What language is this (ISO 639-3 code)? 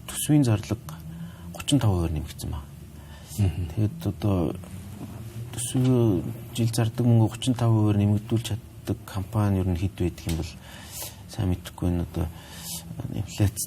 mon